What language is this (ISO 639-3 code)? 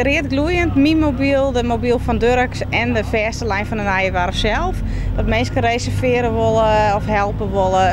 fry